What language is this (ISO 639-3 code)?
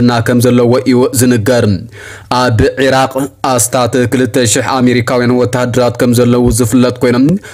tir